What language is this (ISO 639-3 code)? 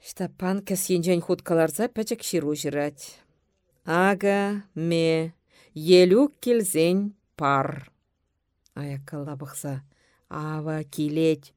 chv